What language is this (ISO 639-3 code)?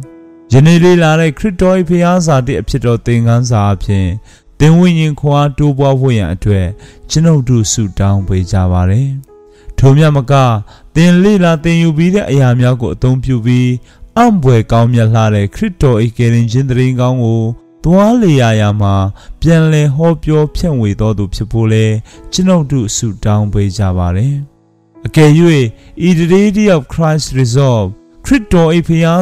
mya